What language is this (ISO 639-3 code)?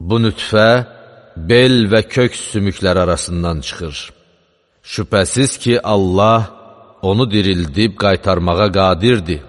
aze